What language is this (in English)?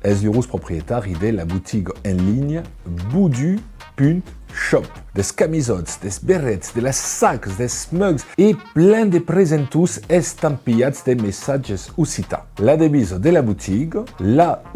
Occitan